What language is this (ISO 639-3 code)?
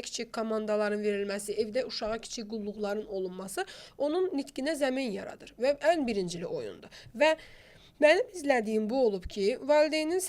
aze